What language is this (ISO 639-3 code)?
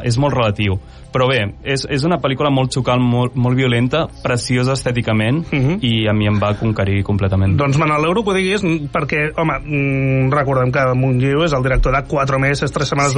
cat